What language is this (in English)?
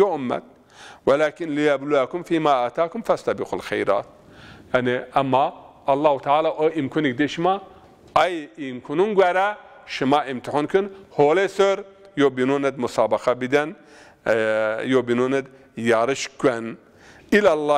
Zaza